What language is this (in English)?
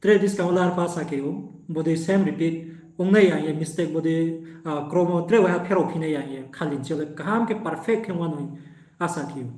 Riang (India)